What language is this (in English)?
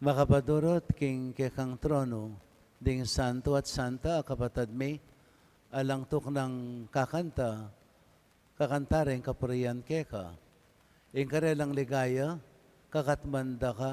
Pampanga